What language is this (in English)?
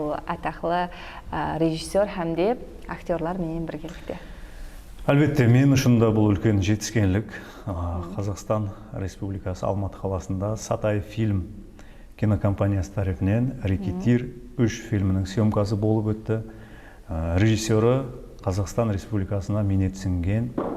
Kara-Kalpak